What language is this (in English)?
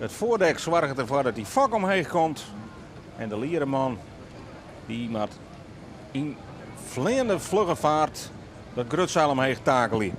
Western Frisian